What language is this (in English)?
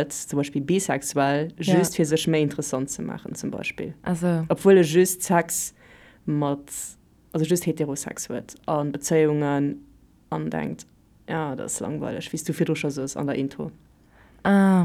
Luxembourgish